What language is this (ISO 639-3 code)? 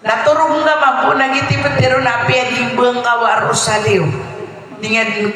mrw